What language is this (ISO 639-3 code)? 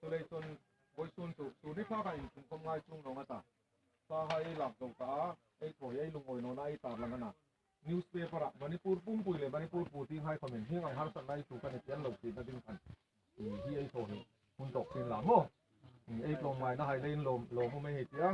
hmr